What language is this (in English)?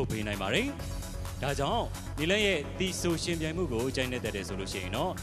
Burmese